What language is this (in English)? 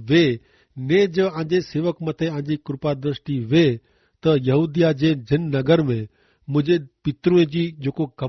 Kachhi